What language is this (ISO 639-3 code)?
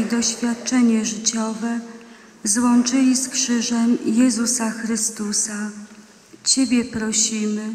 pol